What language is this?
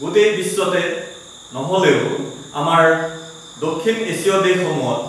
Assamese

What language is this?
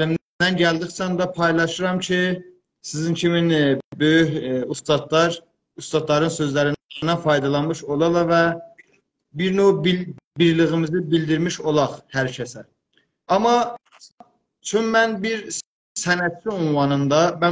South Azerbaijani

